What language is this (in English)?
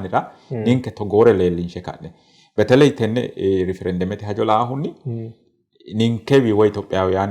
Sidamo